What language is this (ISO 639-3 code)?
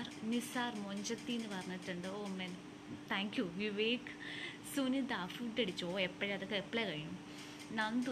mal